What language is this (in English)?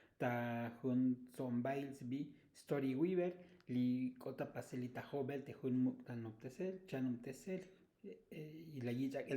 Tzotzil